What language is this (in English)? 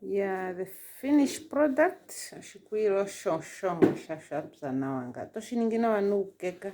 Ndonga